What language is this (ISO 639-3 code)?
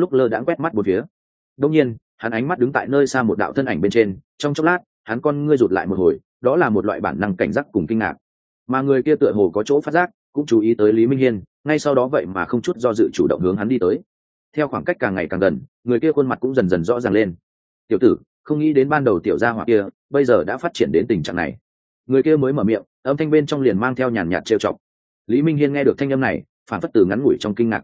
vie